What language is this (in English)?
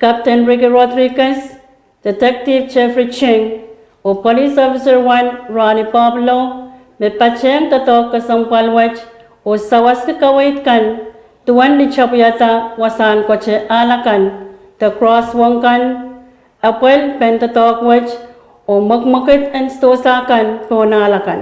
Pohnpeian